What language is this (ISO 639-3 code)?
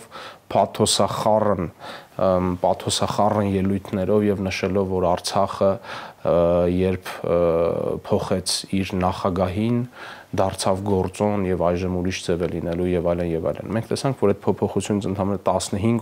hye